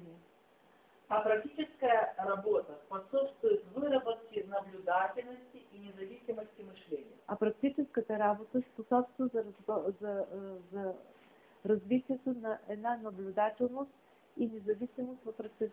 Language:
Bulgarian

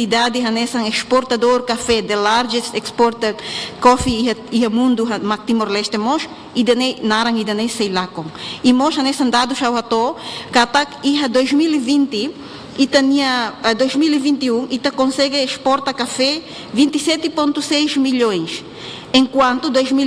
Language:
Tetum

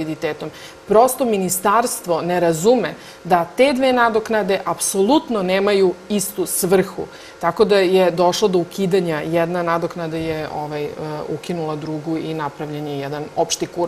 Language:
Serbian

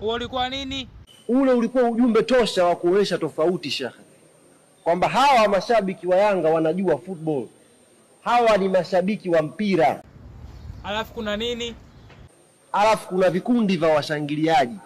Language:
Swahili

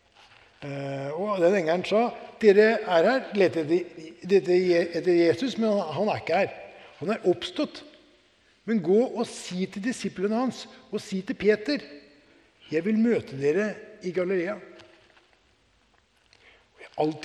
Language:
Norwegian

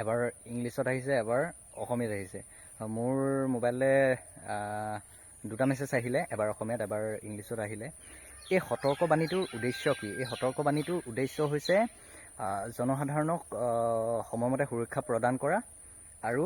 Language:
Assamese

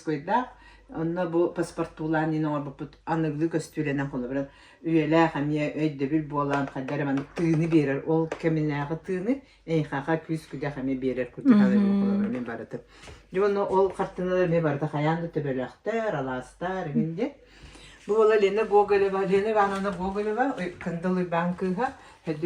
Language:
Yakut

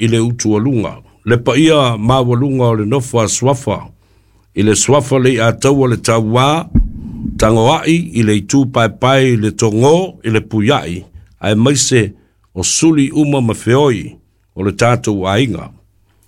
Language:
Samoan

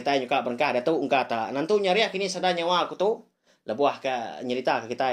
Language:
Iban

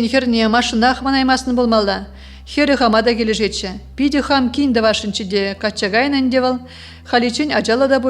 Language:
Chuvash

